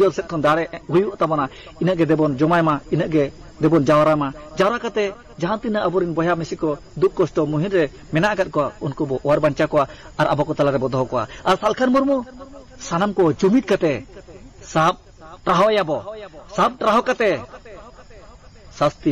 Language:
Santali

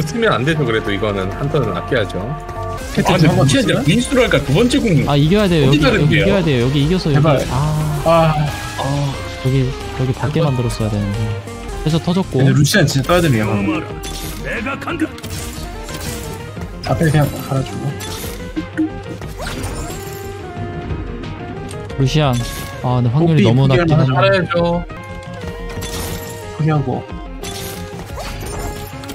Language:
Korean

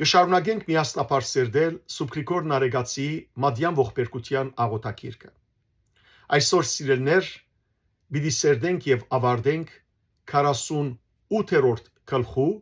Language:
Western Armenian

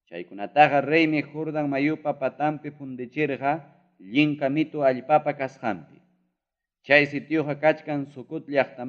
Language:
Ayacucho Quechua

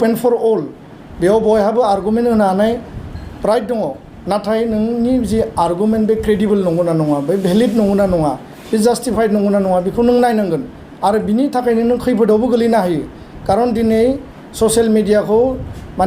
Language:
Bodo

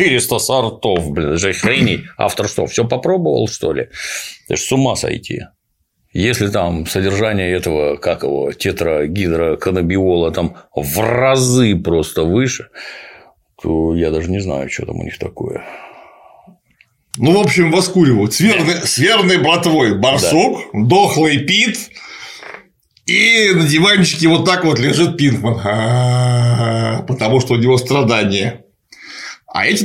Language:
Russian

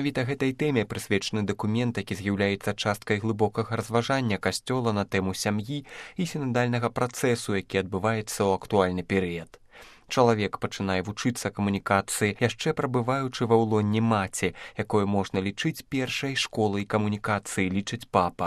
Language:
Belarusian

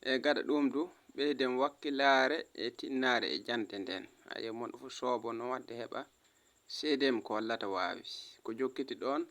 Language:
Fula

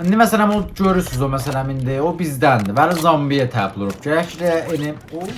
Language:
South Azerbaijani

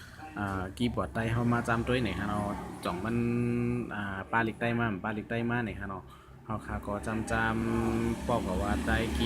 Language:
Shan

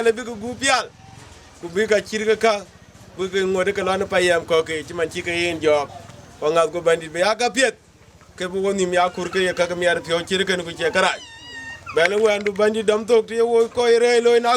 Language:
Dinka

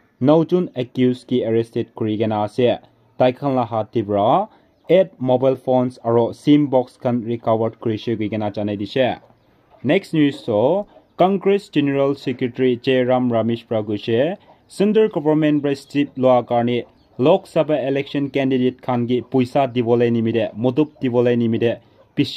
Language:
Naga Pidgin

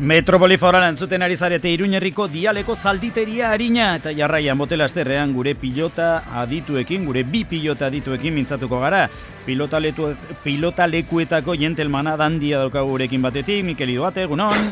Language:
Basque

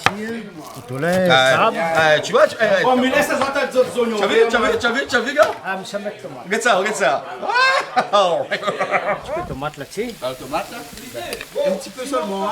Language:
Réunion Creole French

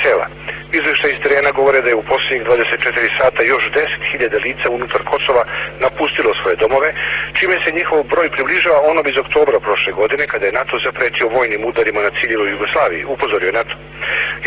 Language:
Serbian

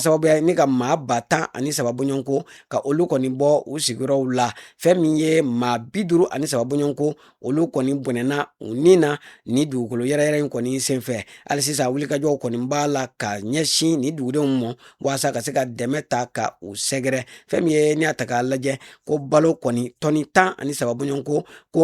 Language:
Bambara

